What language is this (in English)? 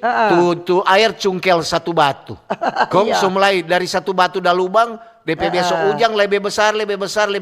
Manado Malay